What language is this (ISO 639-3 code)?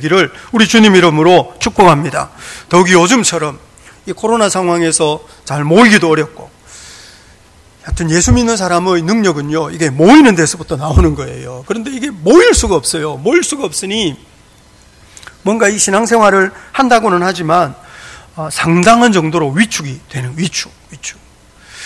kor